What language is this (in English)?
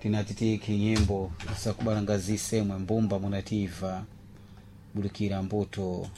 Sena